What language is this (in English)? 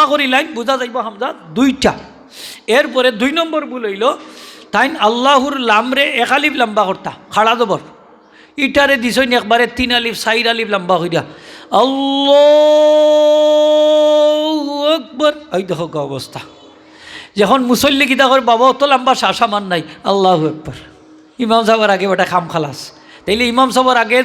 Sylheti